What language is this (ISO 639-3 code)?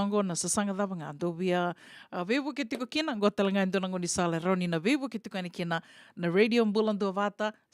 fij